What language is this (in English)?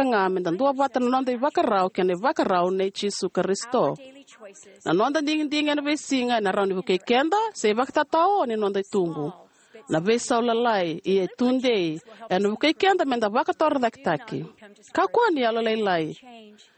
Fijian